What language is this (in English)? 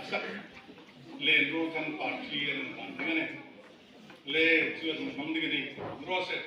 Hmar